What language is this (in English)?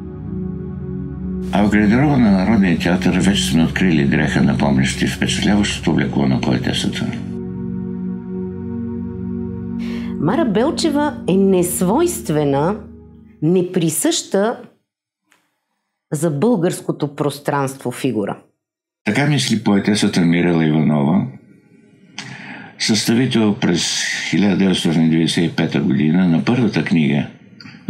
Bulgarian